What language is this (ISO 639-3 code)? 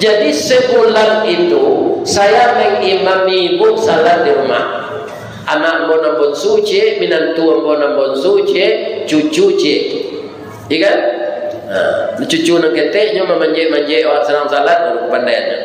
min